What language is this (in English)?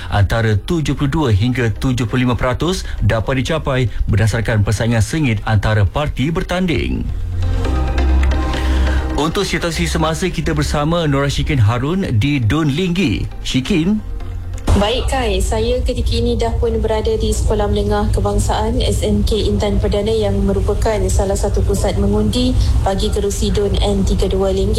Malay